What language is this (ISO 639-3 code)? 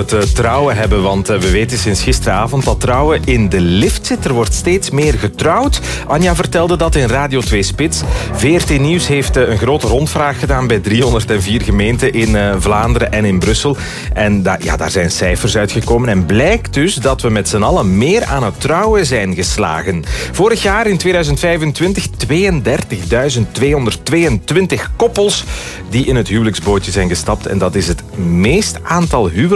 nld